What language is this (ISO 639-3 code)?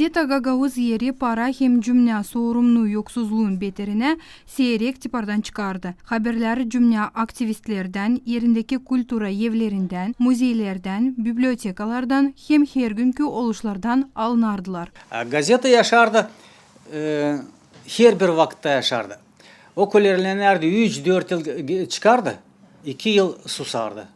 gag